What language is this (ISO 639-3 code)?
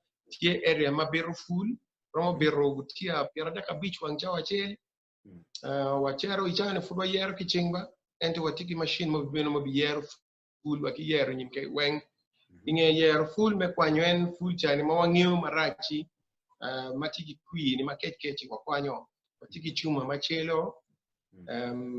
ach